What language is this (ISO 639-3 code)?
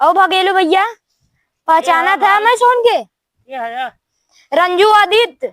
awa